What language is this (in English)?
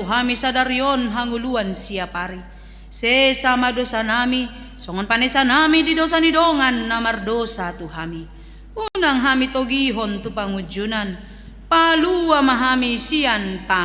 Batak Toba